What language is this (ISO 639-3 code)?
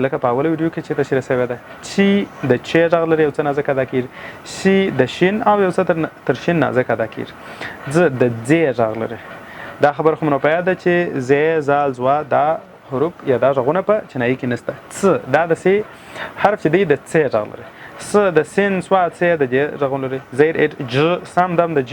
pus